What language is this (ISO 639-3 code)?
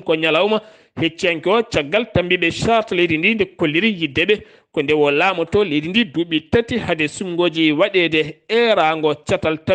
ful